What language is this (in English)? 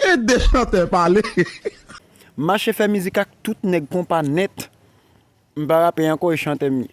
Haitian Creole